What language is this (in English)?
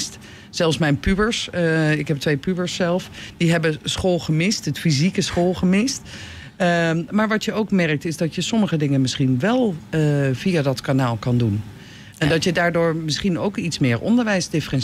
Dutch